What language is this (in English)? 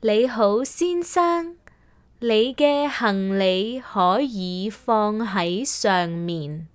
Cantonese